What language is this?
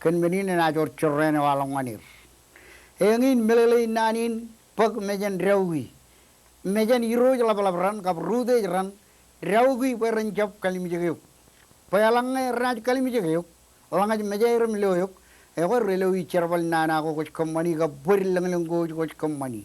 Marshallese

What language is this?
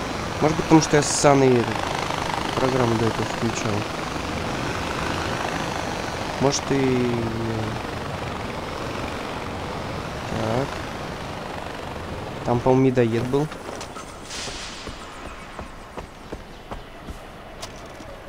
Russian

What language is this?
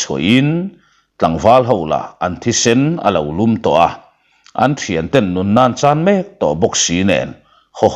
Mizo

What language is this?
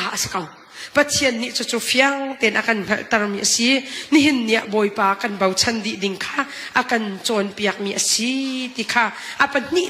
Hakha Chin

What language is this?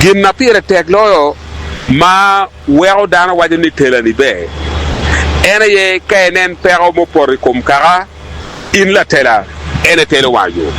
Acoli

